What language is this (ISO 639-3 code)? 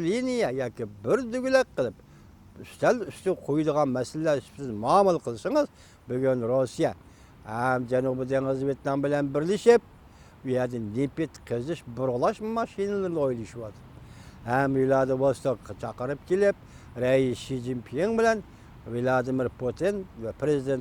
uig